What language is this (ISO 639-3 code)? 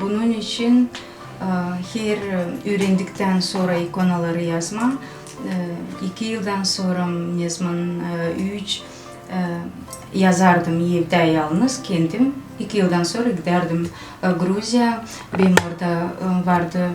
gag